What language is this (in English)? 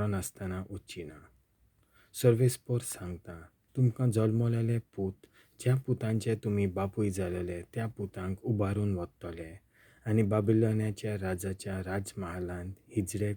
Konkani